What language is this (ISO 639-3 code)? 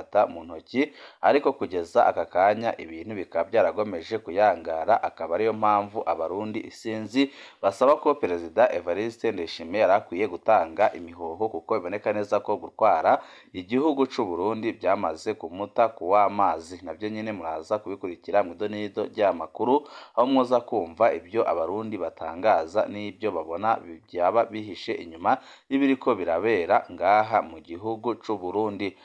run